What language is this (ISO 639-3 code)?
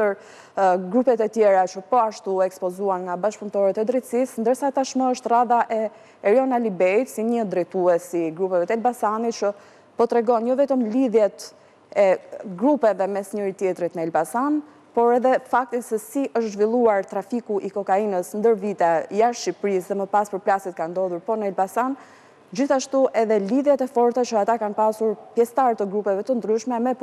sqi